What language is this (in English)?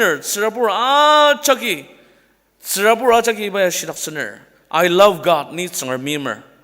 Ao Naga